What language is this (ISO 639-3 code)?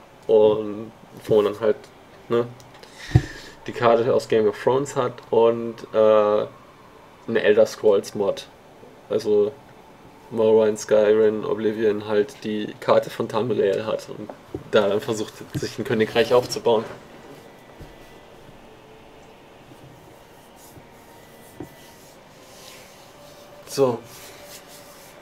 deu